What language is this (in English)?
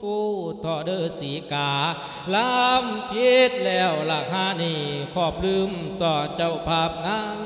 Lao